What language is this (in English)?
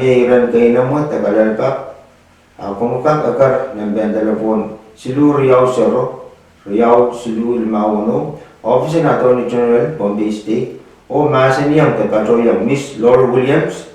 Pohnpeian